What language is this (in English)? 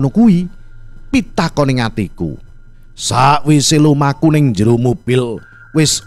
Javanese